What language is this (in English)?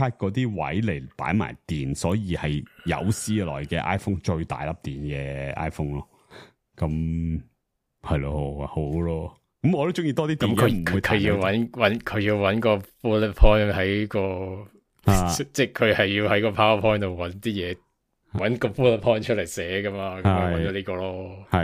Cantonese